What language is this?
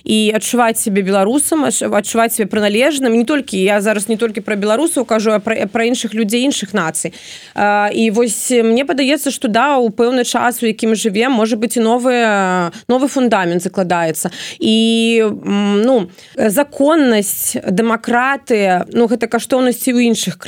Belarusian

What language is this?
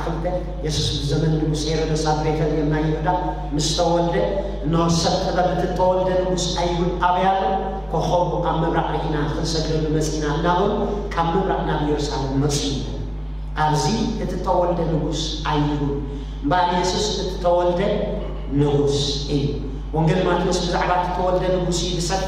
Tigrinya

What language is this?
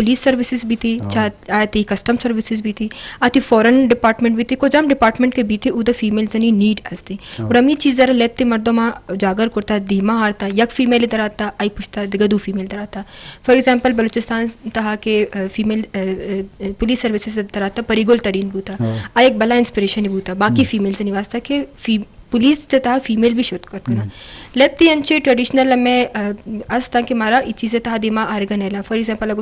Eastern Balochi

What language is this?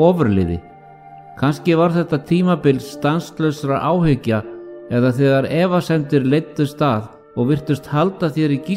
Icelandic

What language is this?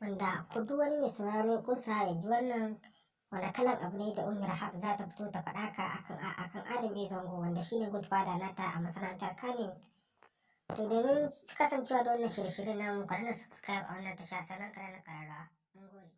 Hausa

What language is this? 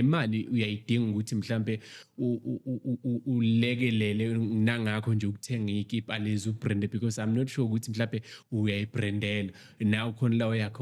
Zulu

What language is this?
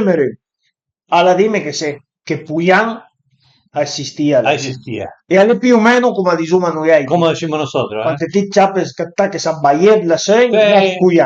Piedmontese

